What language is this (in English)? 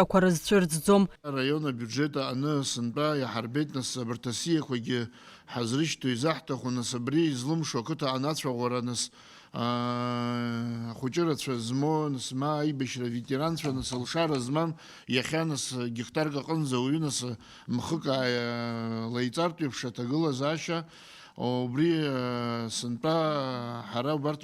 Abkhazian